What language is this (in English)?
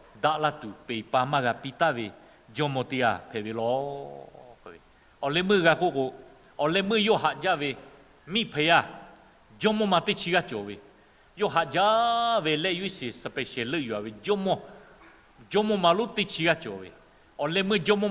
Lahu